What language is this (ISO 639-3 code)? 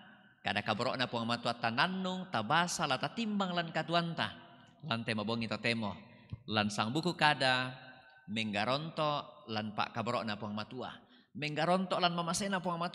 sda